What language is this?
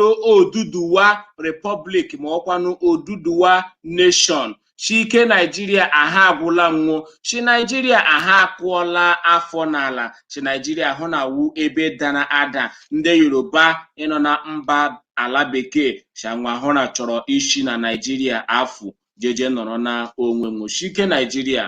Igbo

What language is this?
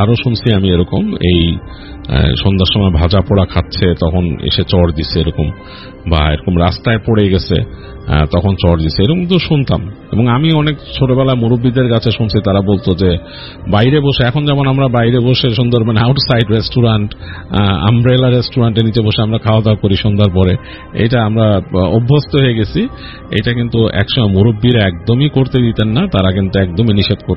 Bangla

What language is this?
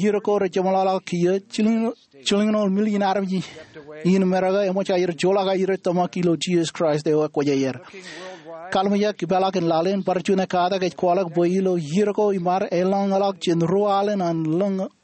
Marshallese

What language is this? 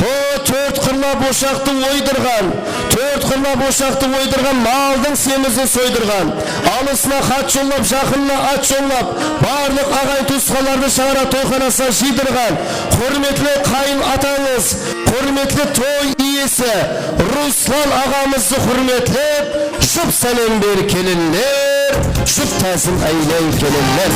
Kara-Kalpak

